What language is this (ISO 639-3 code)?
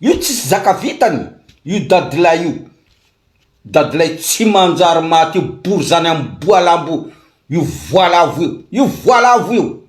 mlg